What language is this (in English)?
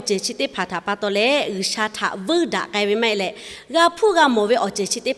Lahu